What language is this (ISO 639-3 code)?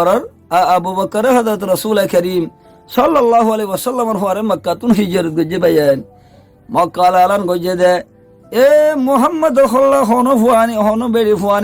rhg